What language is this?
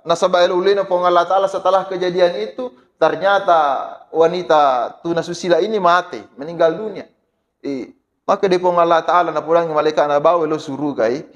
Buginese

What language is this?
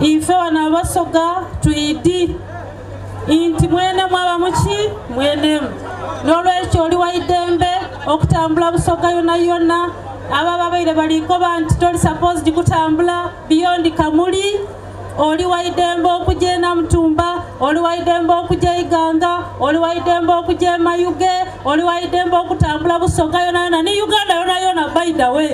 Soga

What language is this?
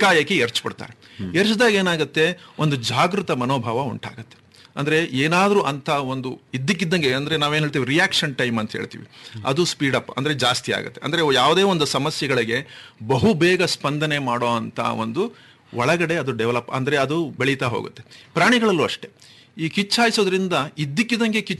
Kannada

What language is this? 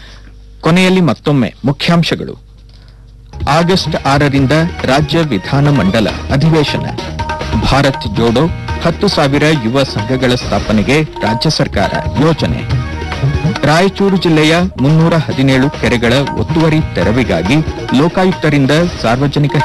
Kannada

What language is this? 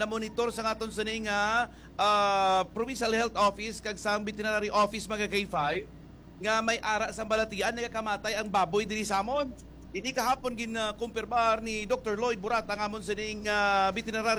Hiligaynon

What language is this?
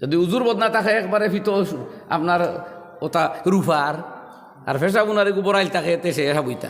Sylheti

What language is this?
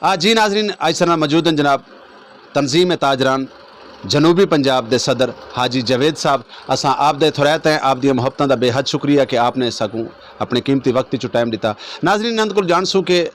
Saraiki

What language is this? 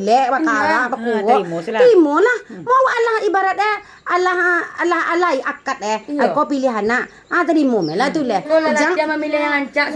Minangkabau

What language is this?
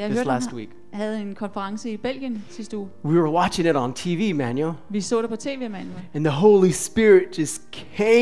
Danish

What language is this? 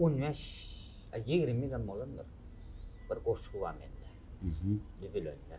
Turkmen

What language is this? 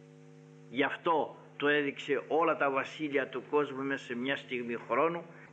Greek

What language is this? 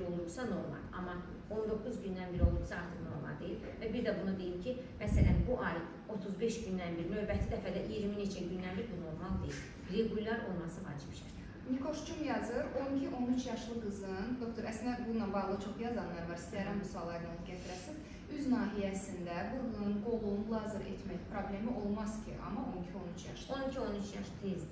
Azerbaijani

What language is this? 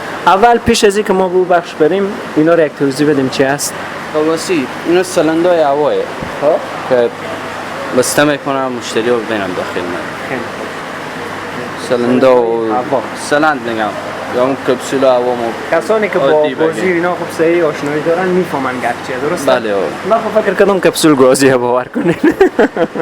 Persian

